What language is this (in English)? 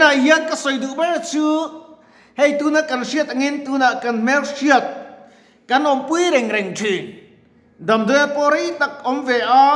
Mizo